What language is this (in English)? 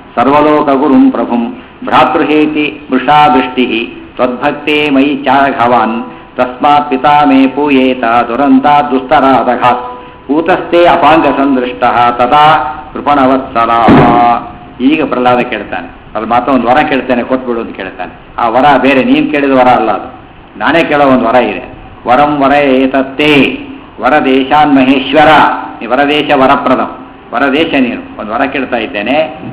Kannada